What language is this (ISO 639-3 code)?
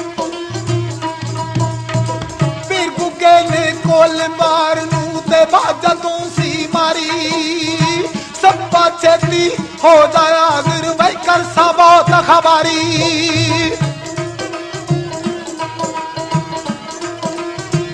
pan